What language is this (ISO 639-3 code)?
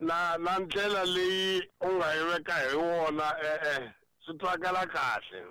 tso